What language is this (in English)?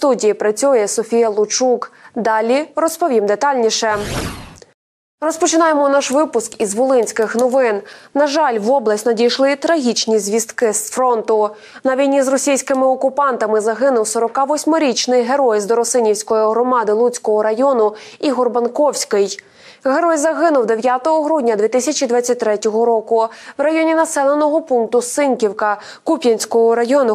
Ukrainian